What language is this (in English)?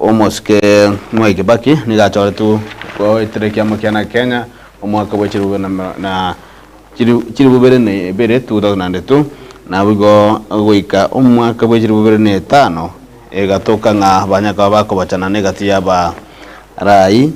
Gusii